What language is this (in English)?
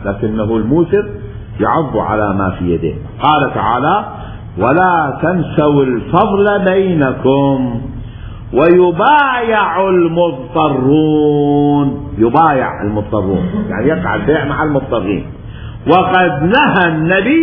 Mesopotamian Arabic